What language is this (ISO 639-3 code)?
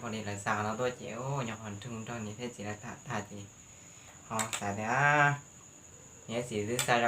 hmn